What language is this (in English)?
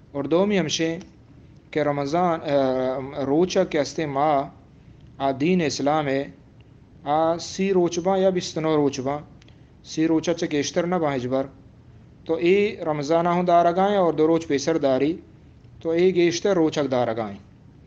Eastern Balochi